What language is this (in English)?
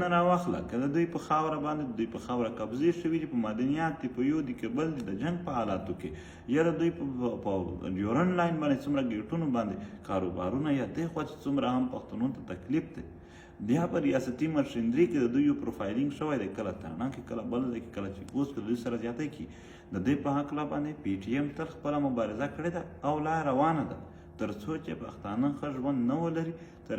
Pashto